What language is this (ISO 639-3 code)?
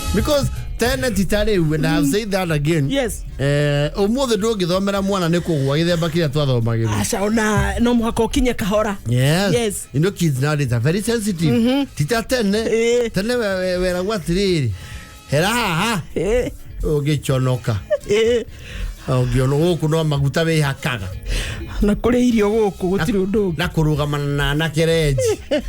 kik